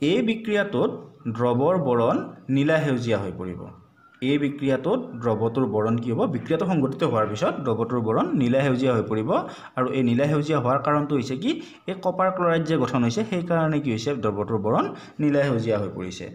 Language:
Assamese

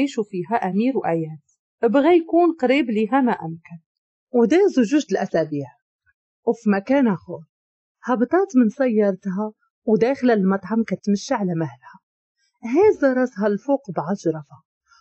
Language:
Moroccan Arabic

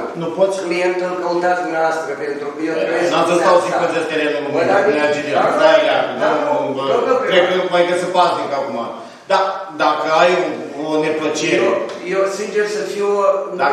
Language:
Romanian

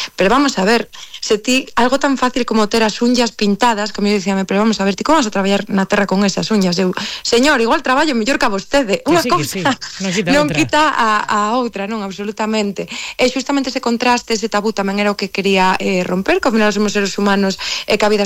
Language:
Galician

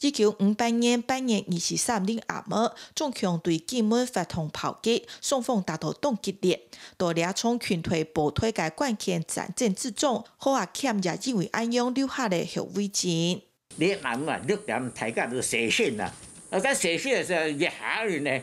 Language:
Hakka Chinese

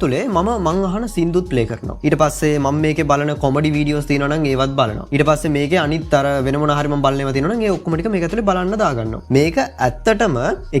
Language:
Sinhala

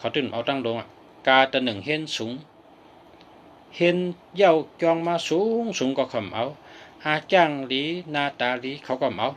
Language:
Shan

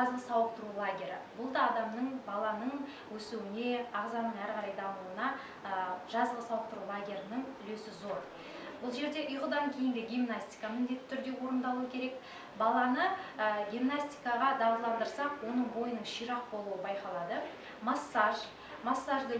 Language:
Kazakh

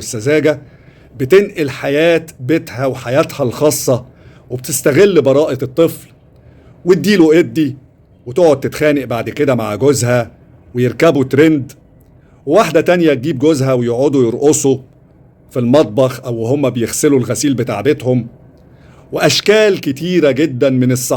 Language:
Egyptian Arabic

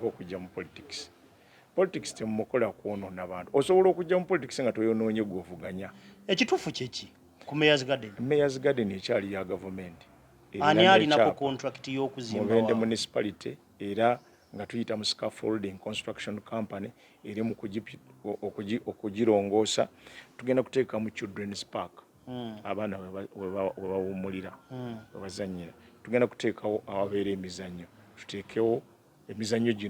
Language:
Ganda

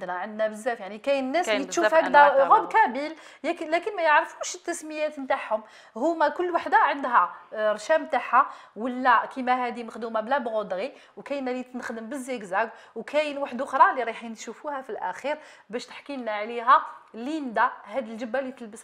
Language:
Algerian Arabic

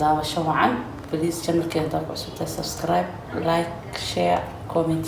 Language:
Somali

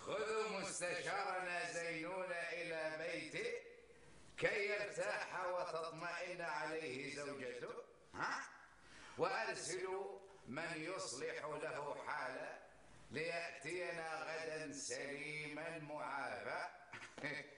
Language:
North Levantine Arabic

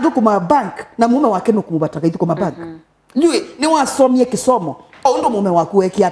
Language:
Kamba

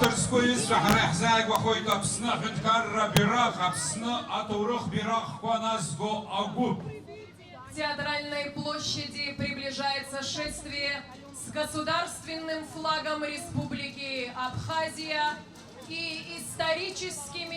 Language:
Abkhazian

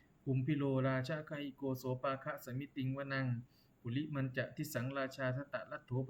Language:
Pali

